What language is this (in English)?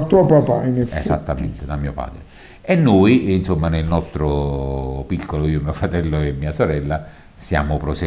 Italian